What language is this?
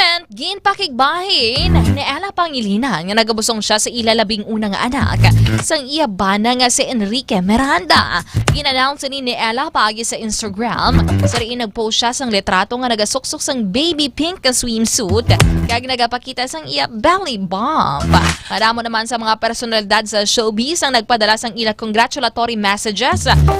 Hiligaynon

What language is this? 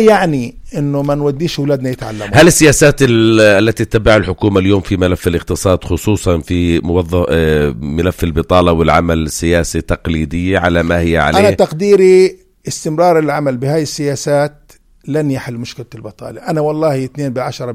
North Levantine Arabic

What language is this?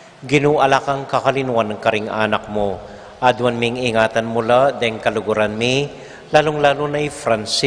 Pampanga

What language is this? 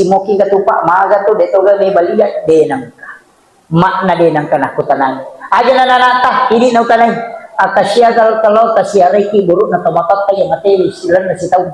Buginese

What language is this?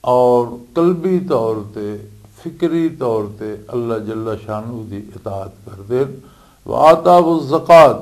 Western Panjabi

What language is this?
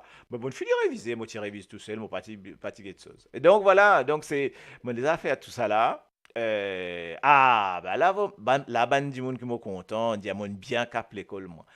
Morisyen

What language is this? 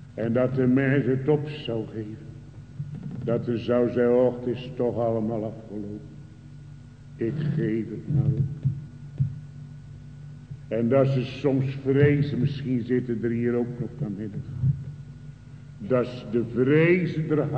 Dutch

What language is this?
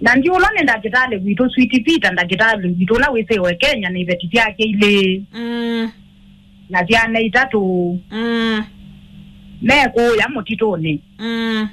Kamba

